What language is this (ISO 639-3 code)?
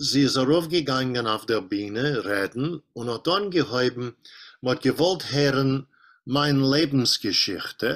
yid